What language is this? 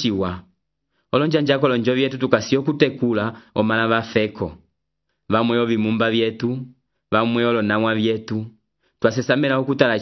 Umbundu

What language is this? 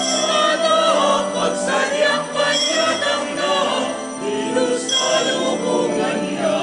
Pampanga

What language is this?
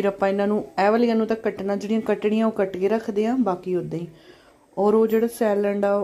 Punjabi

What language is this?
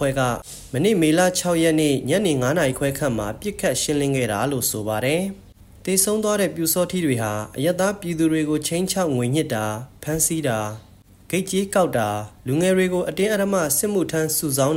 Burmese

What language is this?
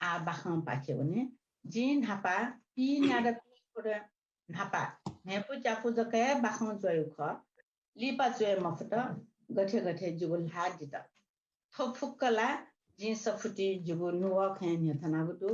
Newari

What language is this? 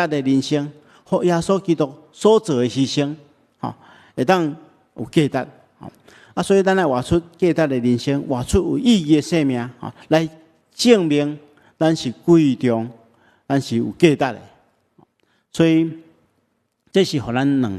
Min Nan Chinese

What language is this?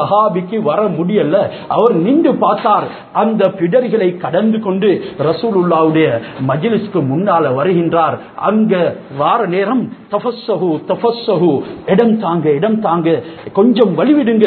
Tamil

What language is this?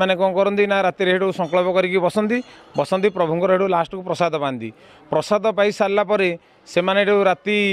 Odia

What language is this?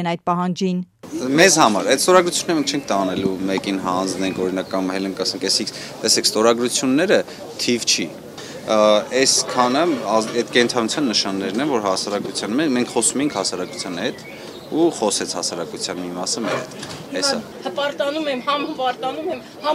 Armenian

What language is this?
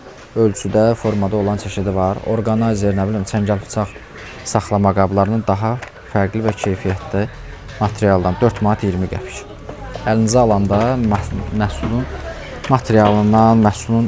Azerbaijani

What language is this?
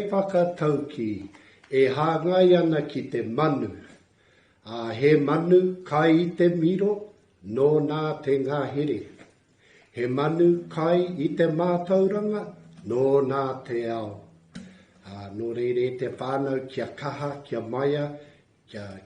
Māori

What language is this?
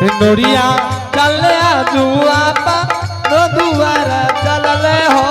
Angika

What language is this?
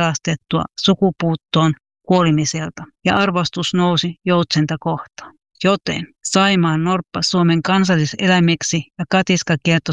Finnish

